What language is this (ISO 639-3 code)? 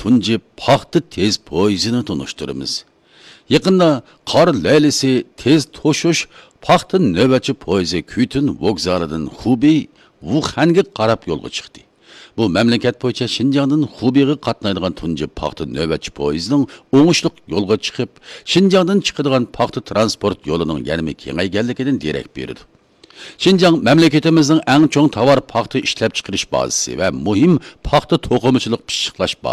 uig